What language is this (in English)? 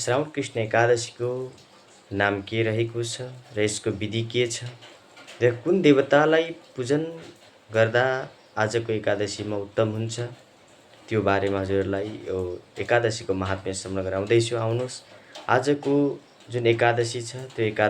Nepali